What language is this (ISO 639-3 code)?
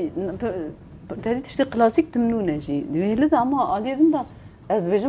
kur